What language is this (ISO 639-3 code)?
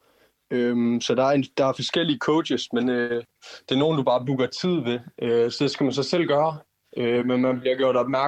dan